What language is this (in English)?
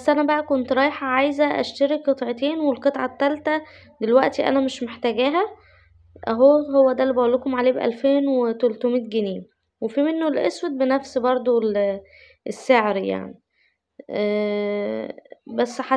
Egyptian Arabic